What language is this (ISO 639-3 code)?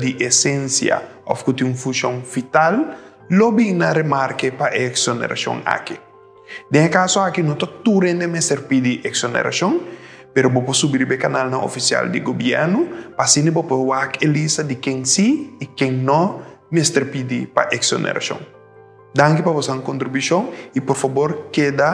pap